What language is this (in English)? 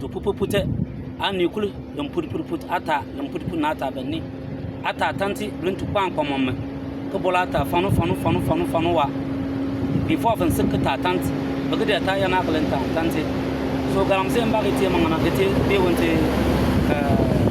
Bimoba